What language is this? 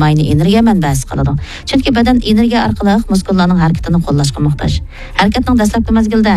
Uyghur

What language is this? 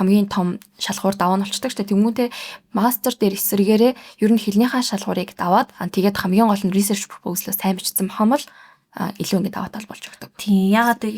Mongolian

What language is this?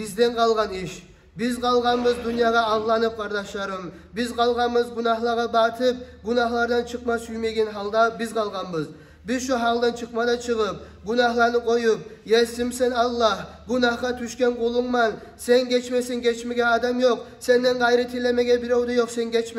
Kumyk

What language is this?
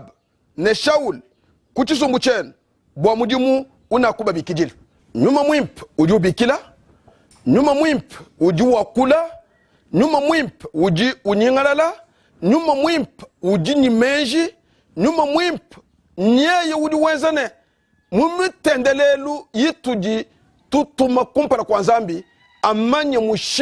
Luba-Lulua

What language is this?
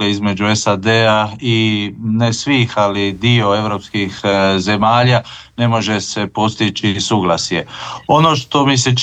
Croatian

